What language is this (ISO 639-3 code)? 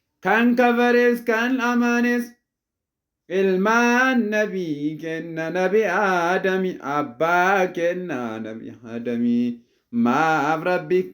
orm